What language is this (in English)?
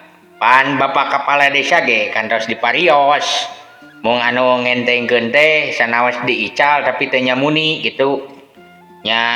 Sundanese